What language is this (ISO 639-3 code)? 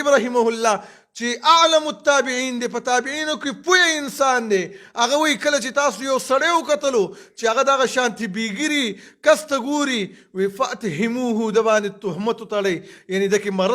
pus